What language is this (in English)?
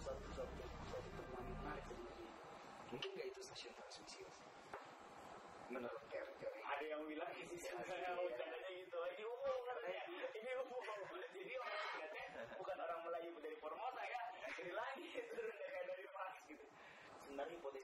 Indonesian